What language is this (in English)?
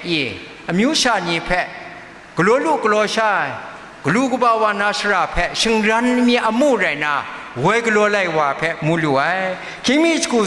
Kachin